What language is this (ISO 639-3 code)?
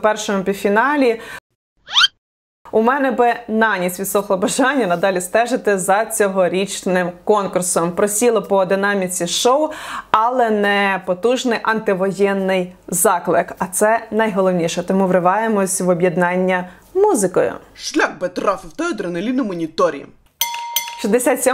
ukr